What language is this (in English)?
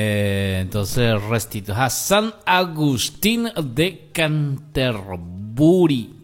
Guarani